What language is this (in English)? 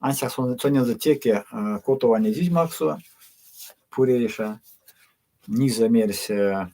Erzya